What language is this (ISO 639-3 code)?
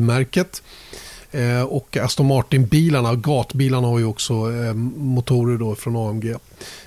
swe